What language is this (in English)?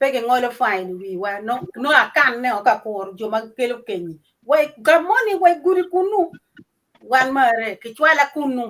Acoli